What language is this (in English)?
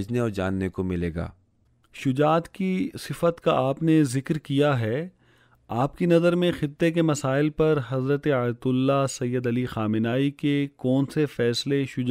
Urdu